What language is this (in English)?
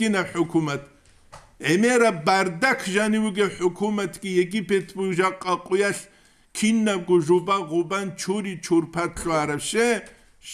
Avaric